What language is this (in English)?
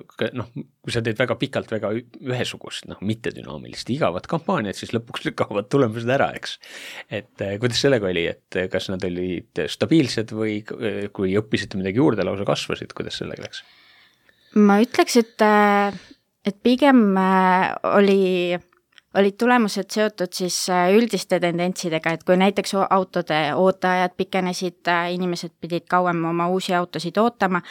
Estonian